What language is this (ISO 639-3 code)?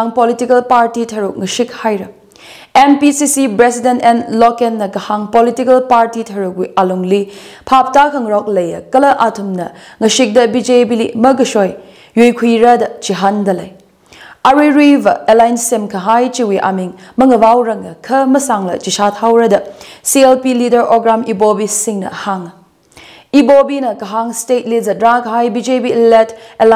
nmf